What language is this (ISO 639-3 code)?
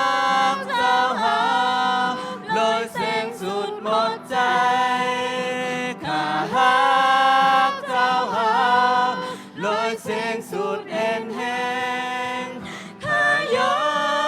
shn